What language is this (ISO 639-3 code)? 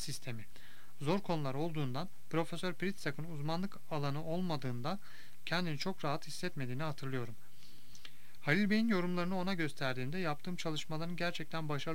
tur